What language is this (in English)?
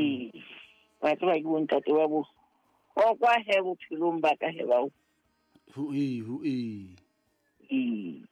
Southern Sotho